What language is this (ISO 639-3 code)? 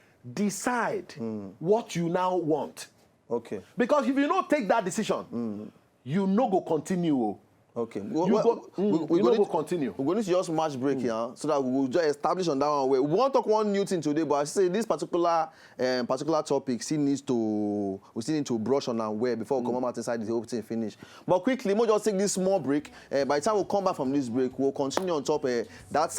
pcm